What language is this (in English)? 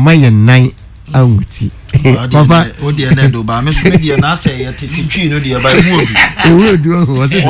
Akan